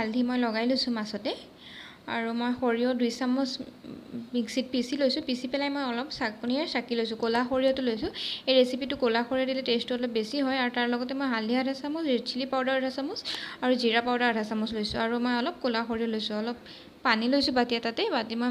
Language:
Assamese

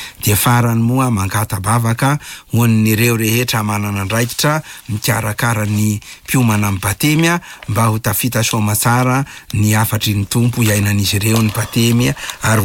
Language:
Malagasy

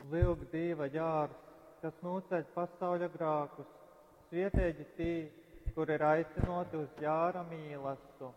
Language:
Latgalian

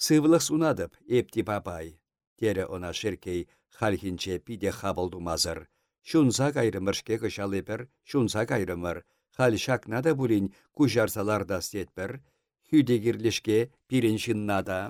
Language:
Chuvash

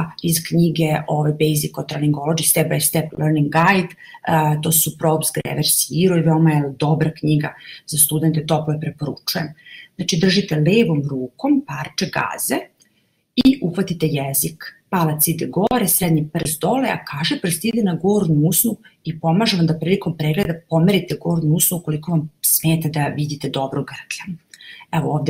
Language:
Serbian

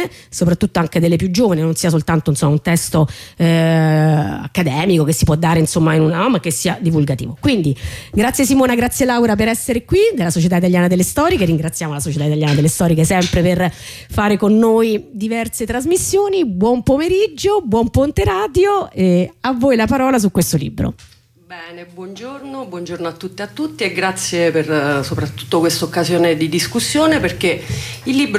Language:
Italian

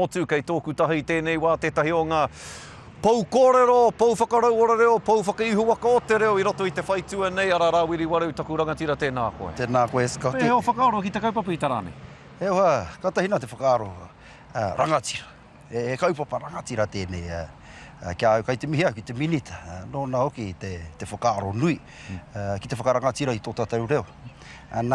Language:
Māori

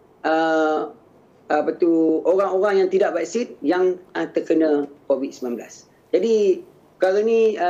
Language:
Malay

